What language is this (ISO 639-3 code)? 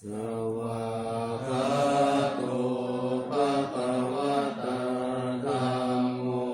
pli